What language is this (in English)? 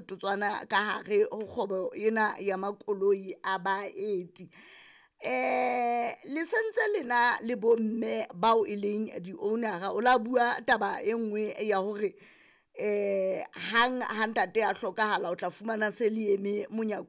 Southern Sotho